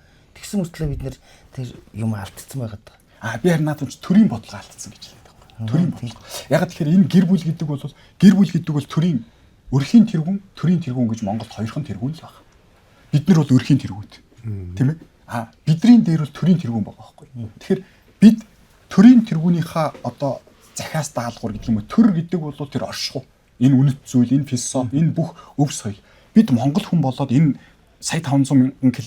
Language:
Mongolian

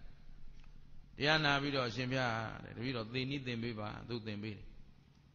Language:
Burmese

